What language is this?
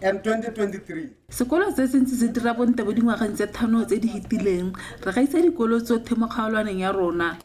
Tswana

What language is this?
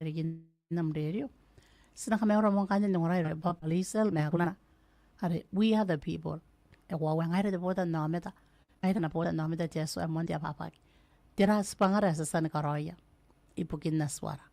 Gilbertese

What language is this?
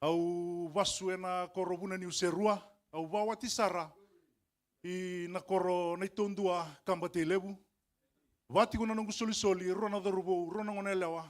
Fijian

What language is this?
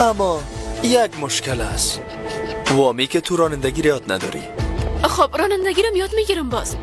Persian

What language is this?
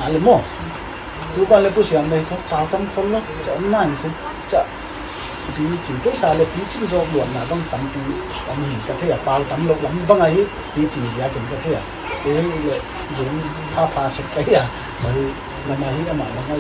Paite Chin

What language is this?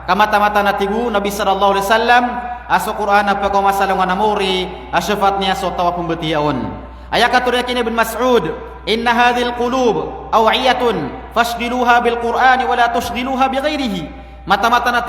Maranao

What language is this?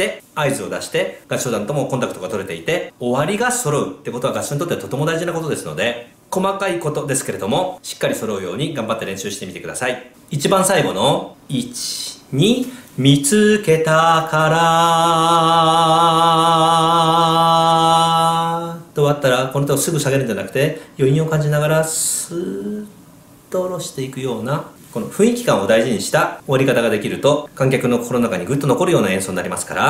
Japanese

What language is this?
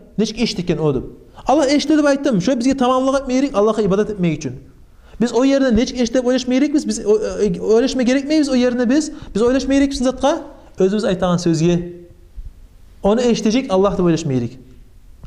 Kumyk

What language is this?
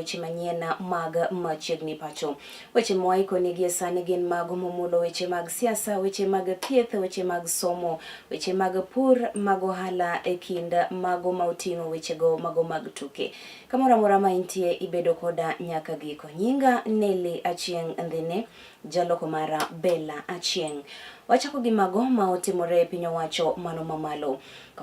Luo (Kenya and Tanzania)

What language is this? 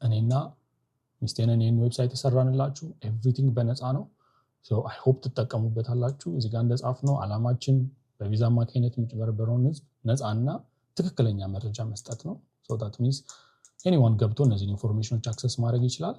Amharic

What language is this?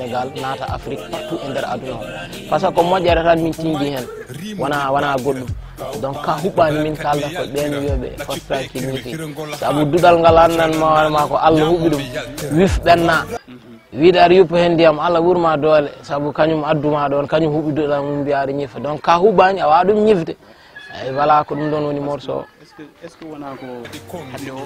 Fula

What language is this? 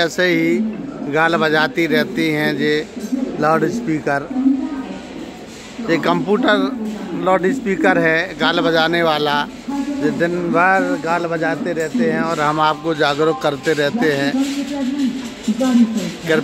Hindi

